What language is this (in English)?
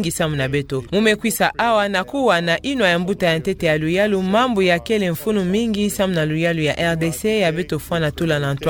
Kituba (Democratic Republic of Congo)